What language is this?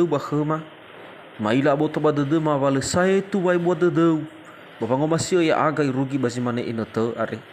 Nias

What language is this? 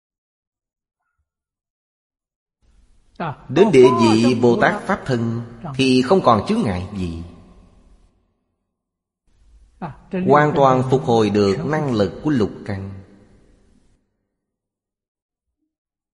Vietnamese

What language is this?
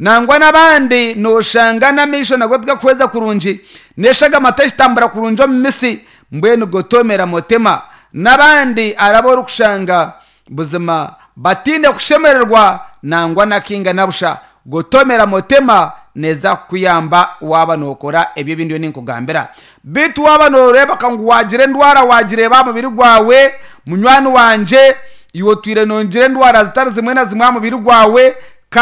Nyankole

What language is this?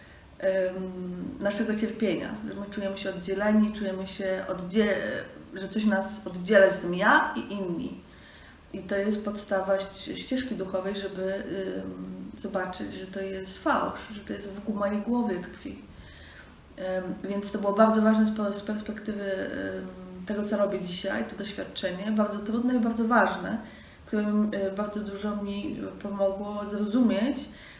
Polish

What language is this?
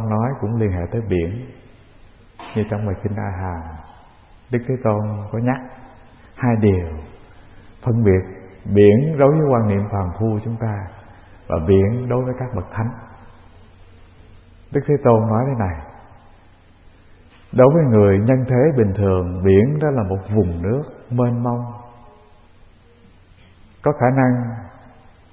Vietnamese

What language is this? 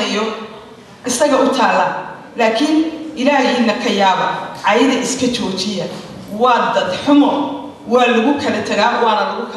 Somali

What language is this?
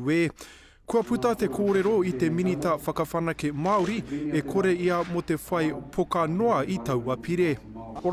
Māori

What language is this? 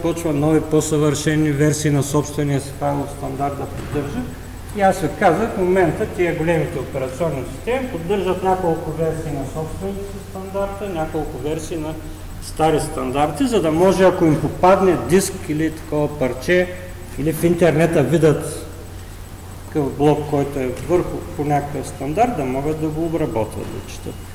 Bulgarian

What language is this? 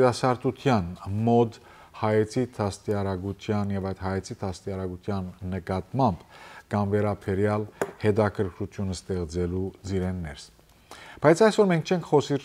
Western Armenian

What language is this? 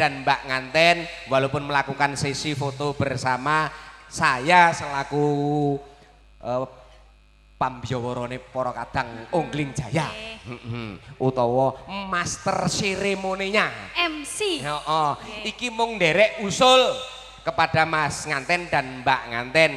Javanese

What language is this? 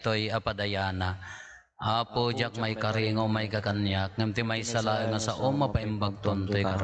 Iloko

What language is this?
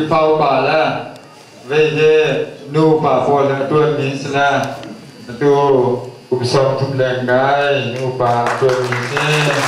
Hakha Chin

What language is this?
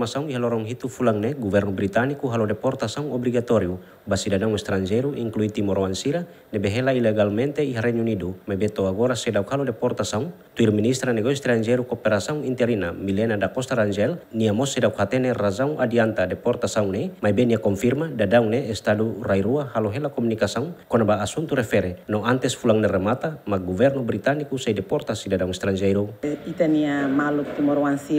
Tetum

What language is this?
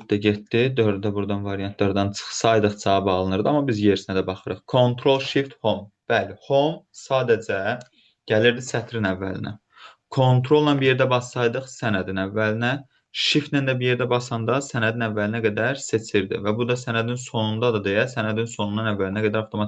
Azerbaijani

